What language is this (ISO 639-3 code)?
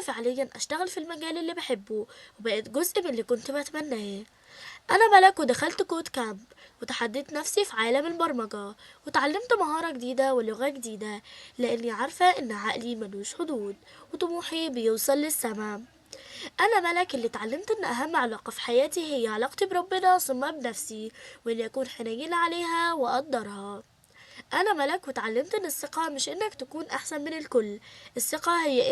arz